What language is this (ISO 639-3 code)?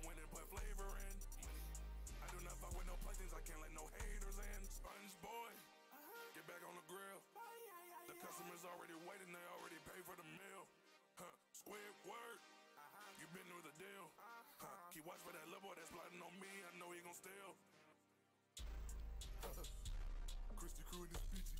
eng